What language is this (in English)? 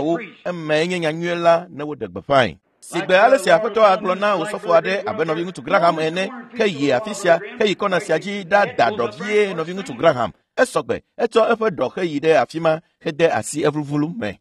Ewe